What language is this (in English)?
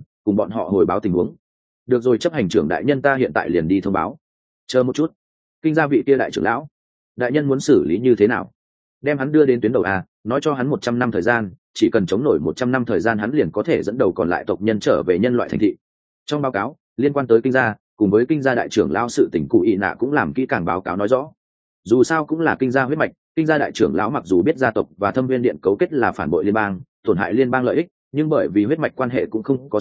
Vietnamese